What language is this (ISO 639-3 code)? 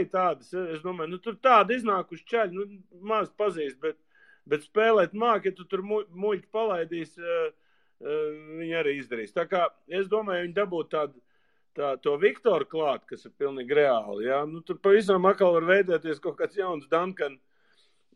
lav